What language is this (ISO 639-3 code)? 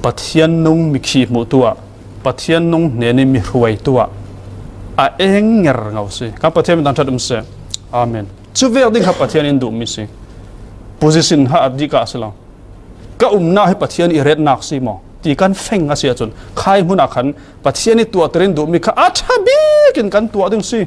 cfm